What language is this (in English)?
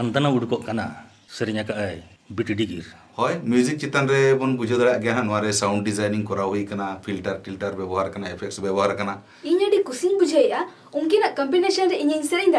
Santali